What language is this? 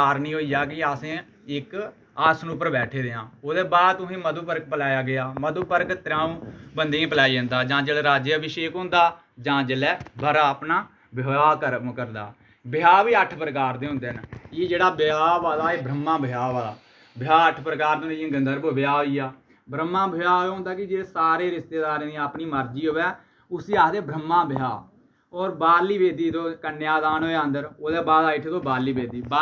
Dogri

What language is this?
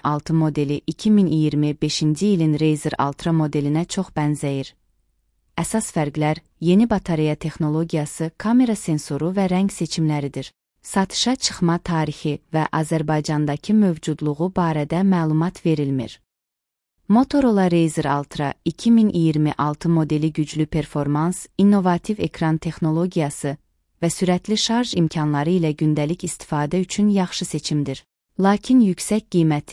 Azerbaijani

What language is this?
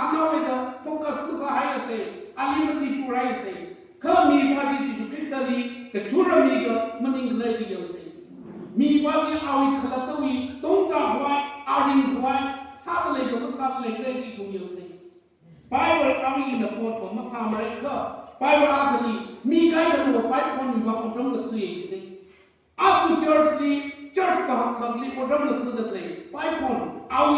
Tangkhul Naga (India)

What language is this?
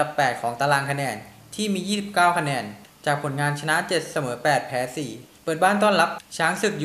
Thai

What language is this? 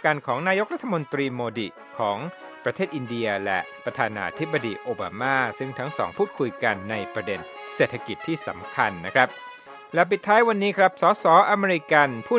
Thai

